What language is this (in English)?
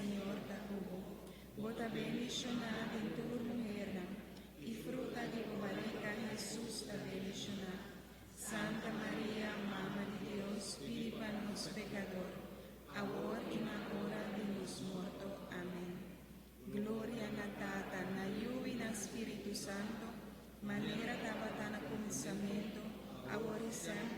Papiamento